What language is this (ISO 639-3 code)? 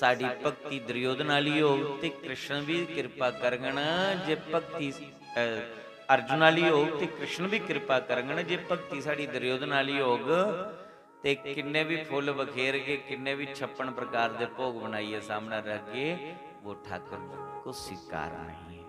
doi